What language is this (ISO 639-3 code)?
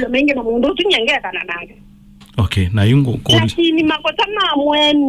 kam